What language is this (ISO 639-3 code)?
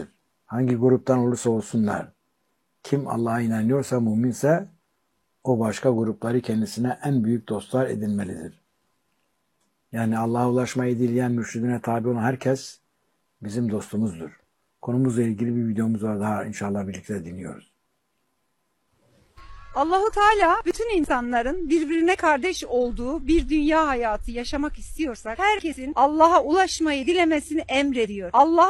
tur